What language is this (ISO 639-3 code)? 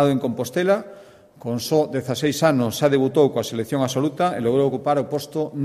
glg